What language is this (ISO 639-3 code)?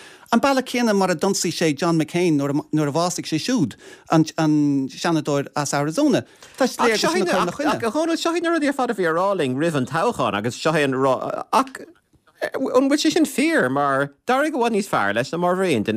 gle